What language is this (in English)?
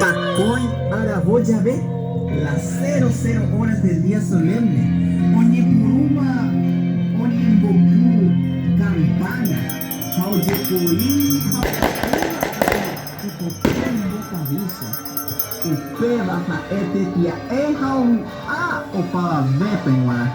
Guarani